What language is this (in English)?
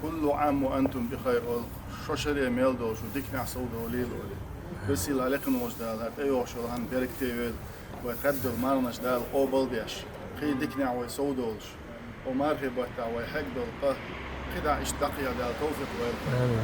Chechen